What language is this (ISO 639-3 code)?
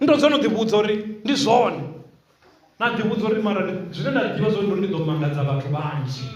ven